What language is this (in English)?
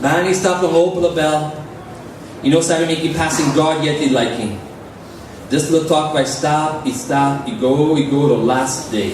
Tok Pisin